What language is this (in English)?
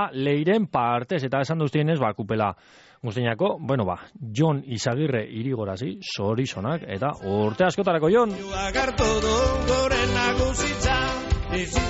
Basque